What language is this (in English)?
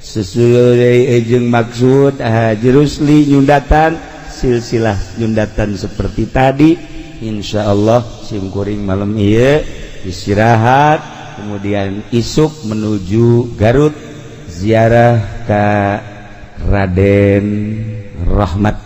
Sundanese